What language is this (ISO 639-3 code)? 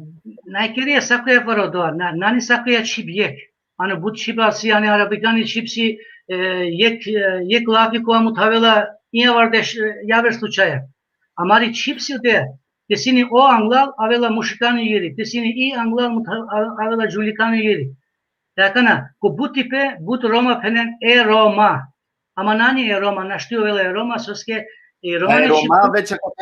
rmn